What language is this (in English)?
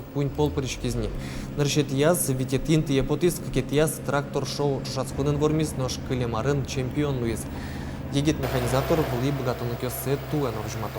Udmurt